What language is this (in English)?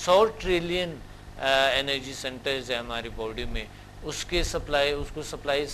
Urdu